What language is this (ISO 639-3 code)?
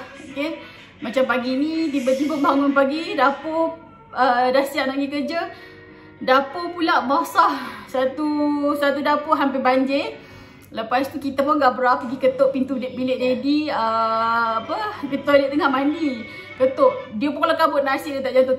msa